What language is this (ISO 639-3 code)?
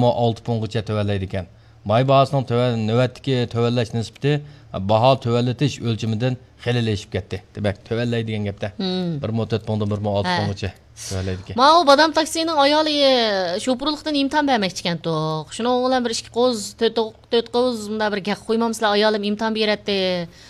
uig